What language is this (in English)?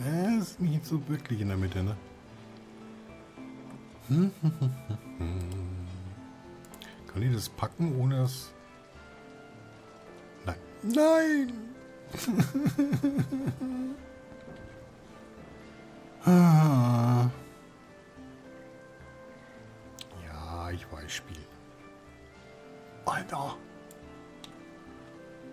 German